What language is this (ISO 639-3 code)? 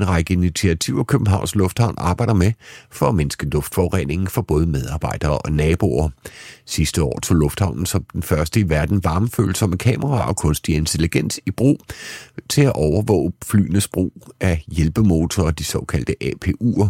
dan